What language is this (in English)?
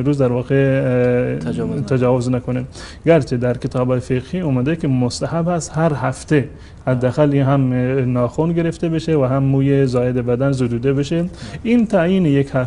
Tajik